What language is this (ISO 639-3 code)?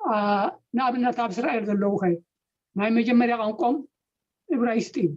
tir